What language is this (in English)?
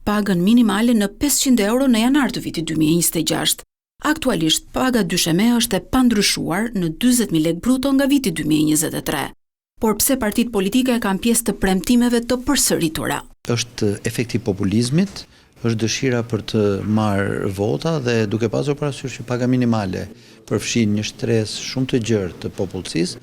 Albanian